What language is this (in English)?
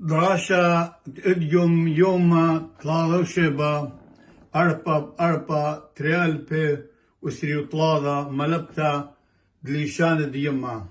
Assyrian Neo-Aramaic